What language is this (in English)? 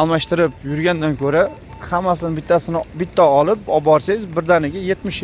Uzbek